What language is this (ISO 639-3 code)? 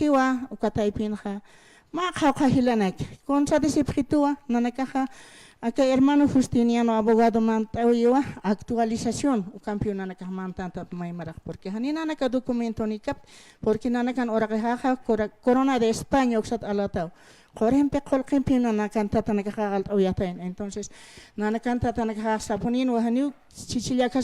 aym